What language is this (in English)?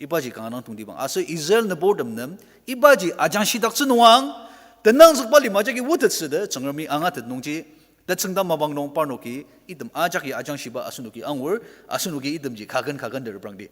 Ao Naga